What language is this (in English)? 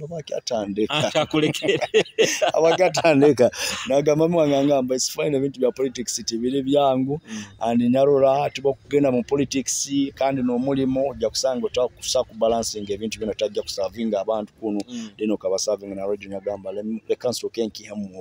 Nyoro